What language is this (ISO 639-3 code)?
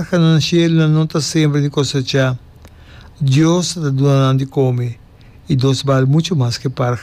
pap